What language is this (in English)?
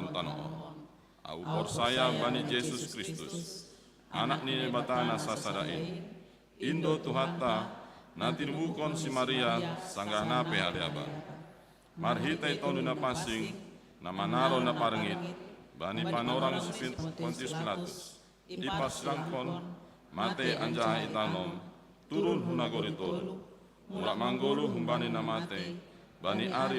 Batak Simalungun